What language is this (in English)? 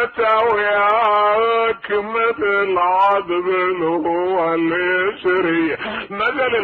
Mesopotamian Arabic